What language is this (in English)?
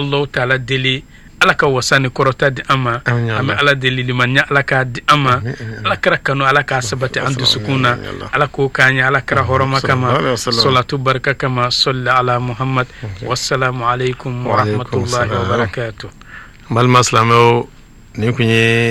Bambara